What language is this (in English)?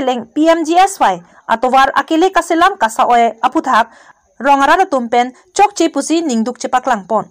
Karbi